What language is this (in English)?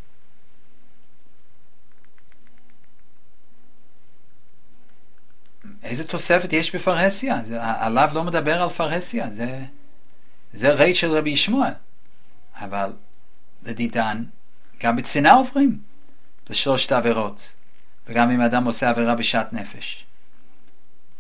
Hebrew